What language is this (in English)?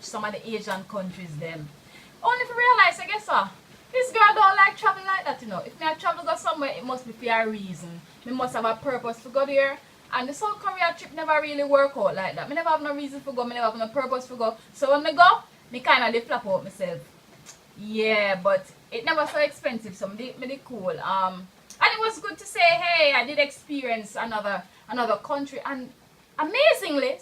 Jamaican Creole English